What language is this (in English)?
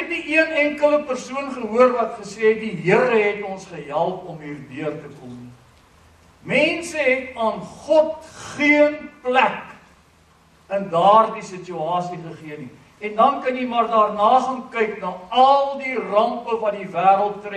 Afrikaans